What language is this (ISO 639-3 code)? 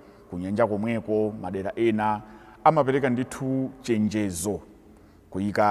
nya